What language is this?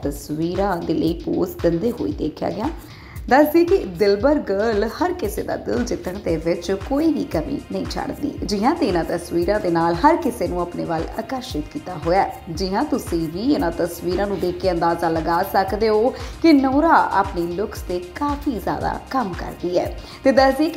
Punjabi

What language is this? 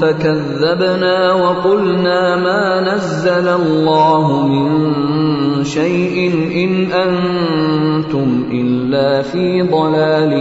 Pashto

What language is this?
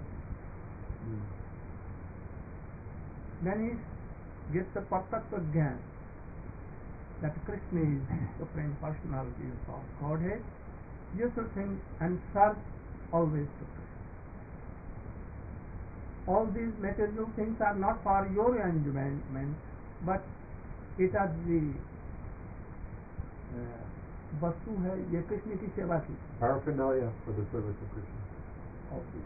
English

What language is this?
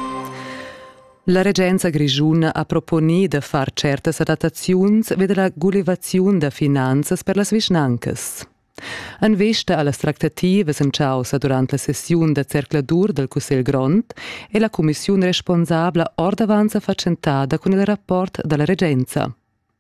Romansh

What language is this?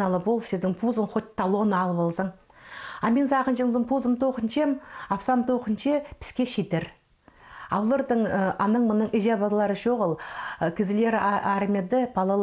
Khakas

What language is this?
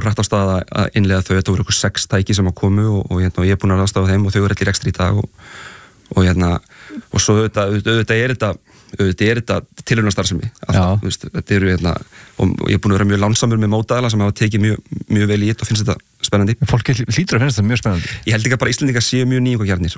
Icelandic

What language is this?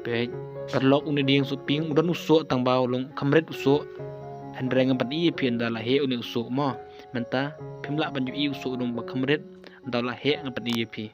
Khasi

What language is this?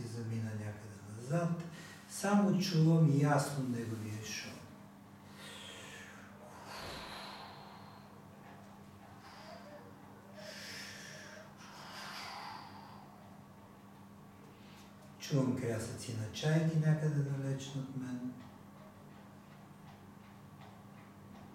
Bulgarian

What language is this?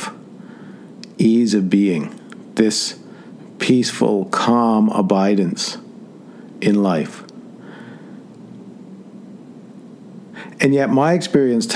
English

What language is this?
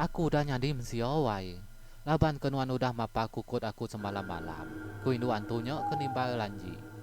Iban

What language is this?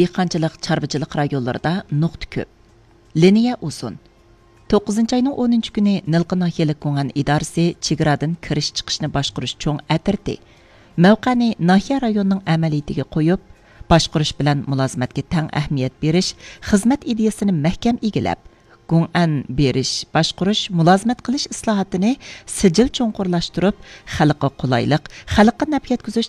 Uyghur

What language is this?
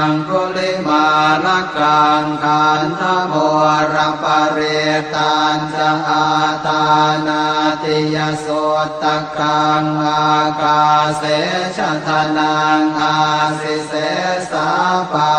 Pali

